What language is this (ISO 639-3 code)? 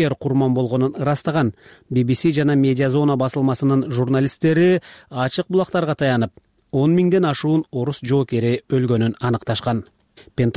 kir